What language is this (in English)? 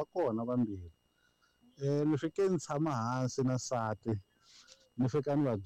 Tsonga